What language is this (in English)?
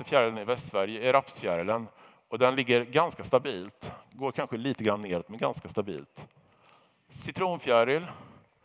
Swedish